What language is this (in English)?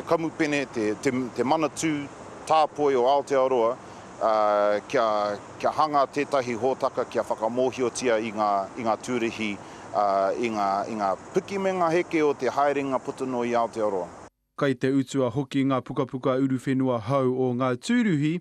Māori